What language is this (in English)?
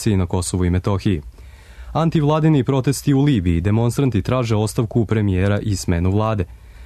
Serbian